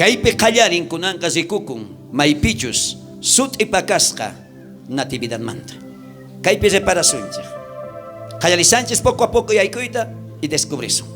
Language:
South Bolivian Quechua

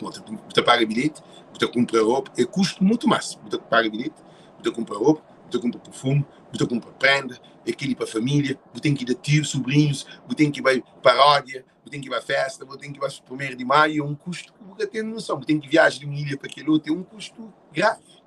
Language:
Kabuverdianu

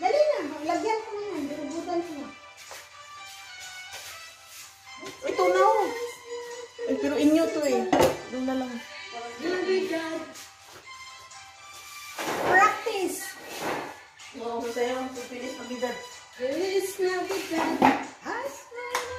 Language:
Filipino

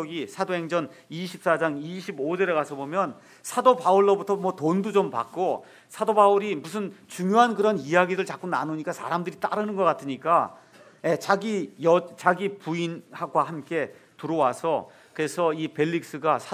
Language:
Korean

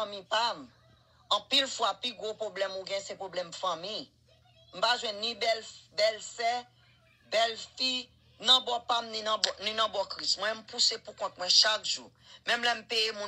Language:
Haitian Creole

